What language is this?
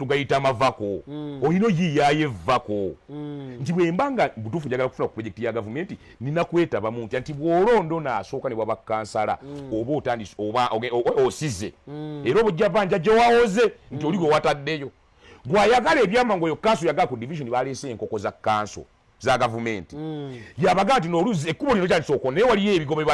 Ganda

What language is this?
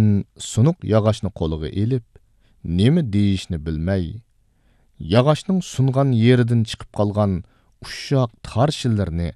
Uyghur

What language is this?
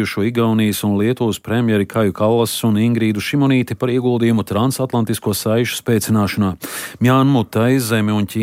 Latvian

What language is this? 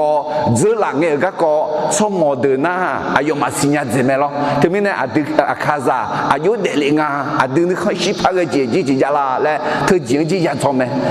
Akha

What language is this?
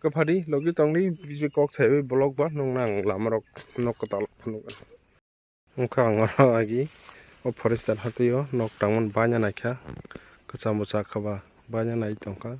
Kok Borok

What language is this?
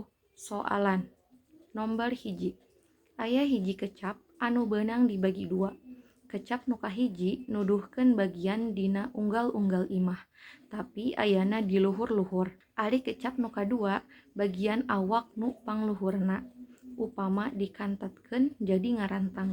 Sundanese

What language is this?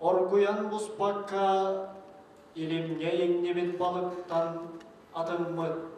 Yakut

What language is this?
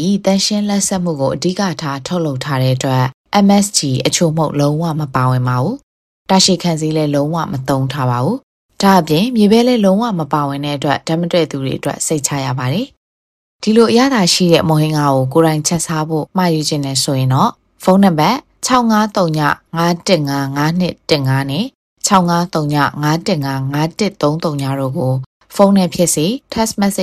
Burmese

